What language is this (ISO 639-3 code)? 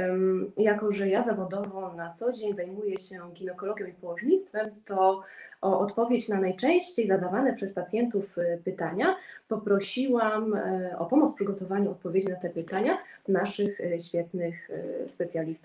pol